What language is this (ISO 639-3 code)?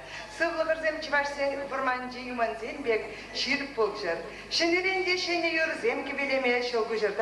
chv